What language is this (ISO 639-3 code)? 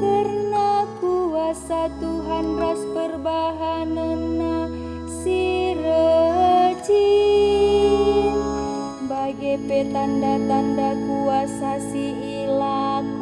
btx